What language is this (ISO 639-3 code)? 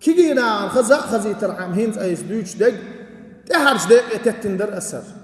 che